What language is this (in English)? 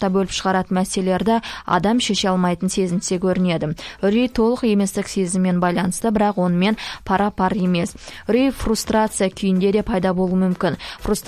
Kazakh